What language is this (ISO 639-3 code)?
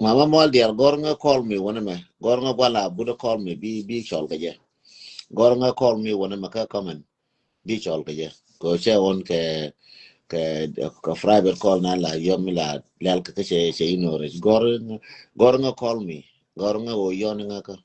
nus